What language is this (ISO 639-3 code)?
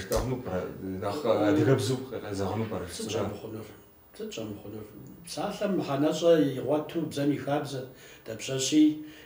kbd